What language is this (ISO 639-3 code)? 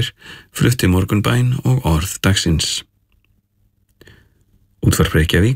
isl